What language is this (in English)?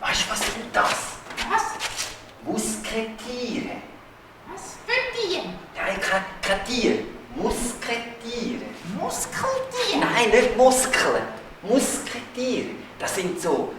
Swiss German